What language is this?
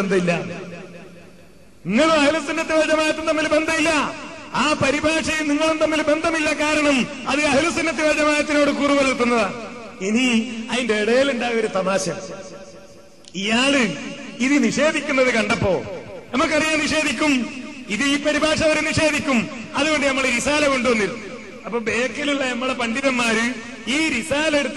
Malayalam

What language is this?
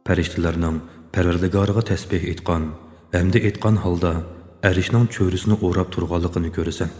Uyghur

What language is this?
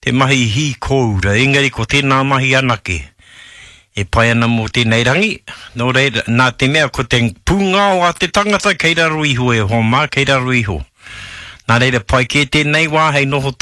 Māori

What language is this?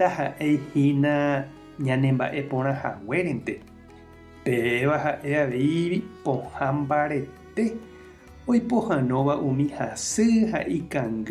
Guarani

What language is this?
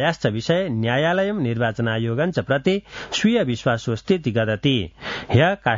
Sanskrit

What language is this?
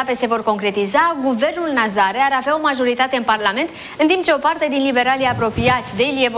Romanian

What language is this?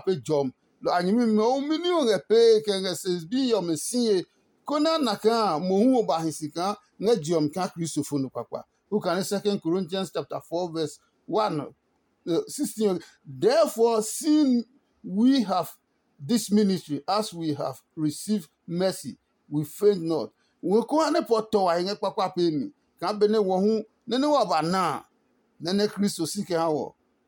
Adangme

